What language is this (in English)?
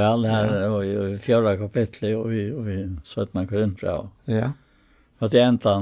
Faroese